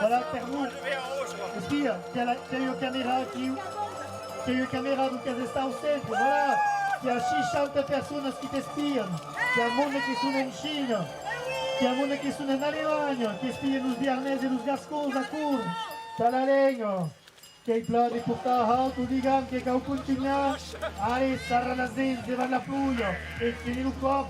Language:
Occitan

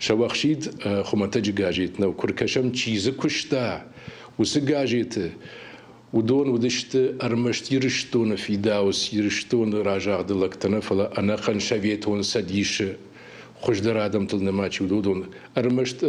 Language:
Ossetic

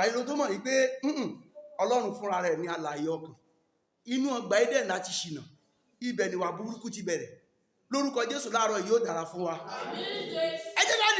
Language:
Yoruba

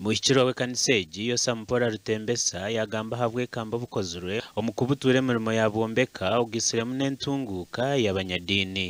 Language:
Nyankole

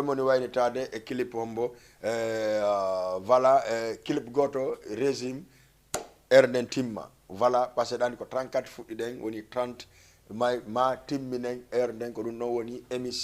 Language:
Fula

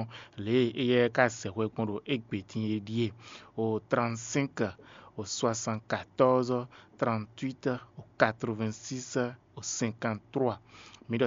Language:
Fon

